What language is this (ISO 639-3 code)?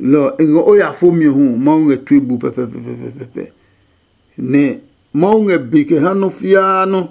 ada